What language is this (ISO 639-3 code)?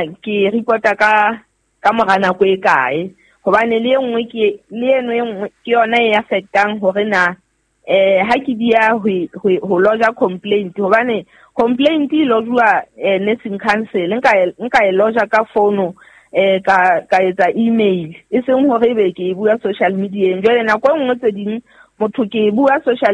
sot